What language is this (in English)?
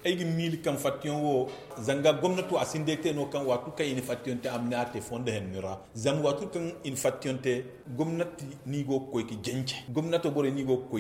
Zarma